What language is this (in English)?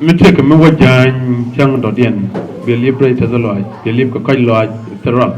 Nuer